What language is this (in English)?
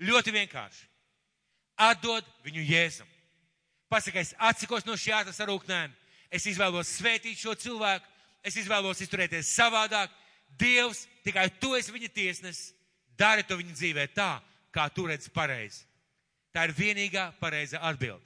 Latvian